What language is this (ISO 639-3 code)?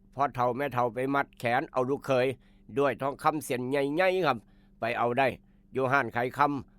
tts